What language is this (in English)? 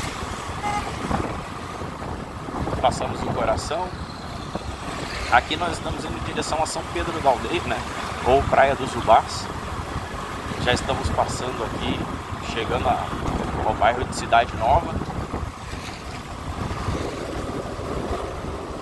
Portuguese